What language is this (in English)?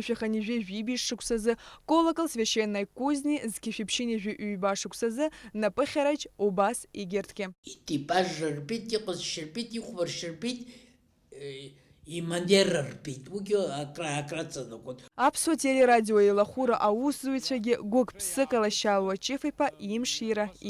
Abkhazian